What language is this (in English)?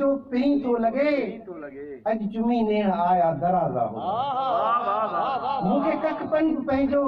Sindhi